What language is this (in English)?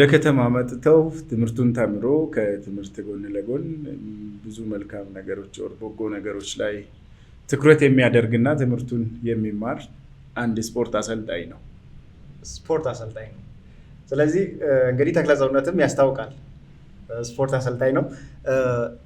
Amharic